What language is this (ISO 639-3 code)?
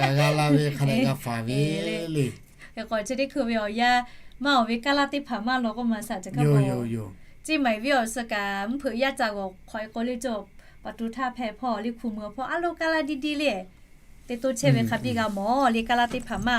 lhu